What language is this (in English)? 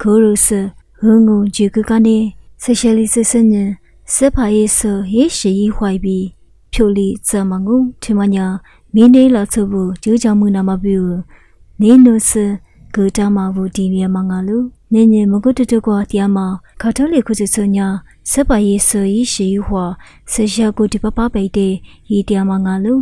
Lisu